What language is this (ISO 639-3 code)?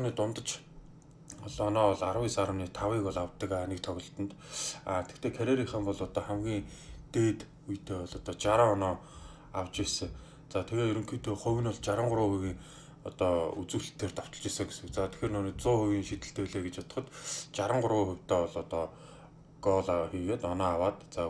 mon